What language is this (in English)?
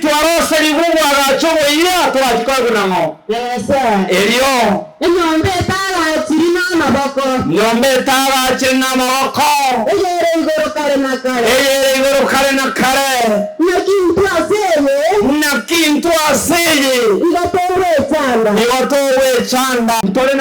Gusii